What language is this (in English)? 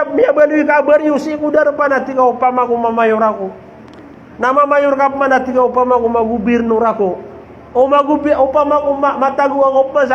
Maranao